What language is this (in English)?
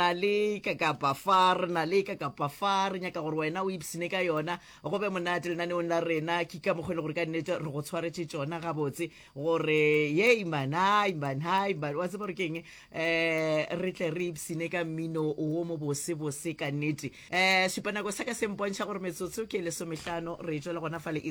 Northern Sotho